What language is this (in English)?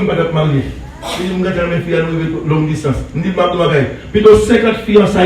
Haitian Creole